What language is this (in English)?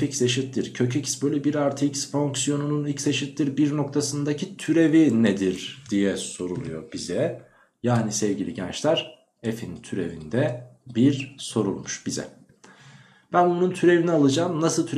Turkish